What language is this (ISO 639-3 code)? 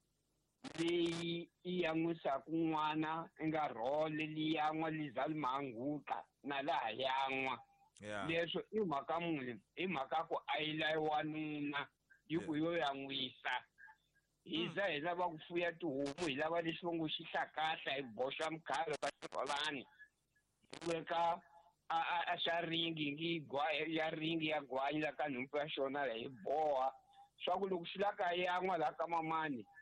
tso